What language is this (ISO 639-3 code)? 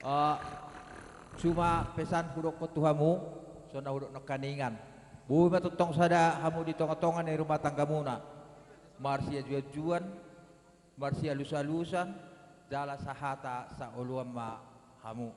bbc